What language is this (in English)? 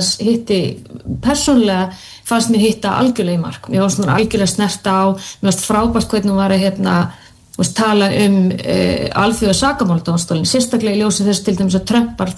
Icelandic